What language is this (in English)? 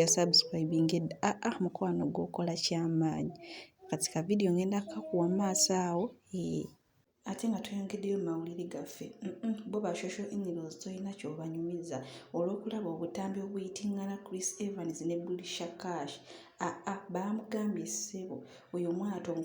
Ganda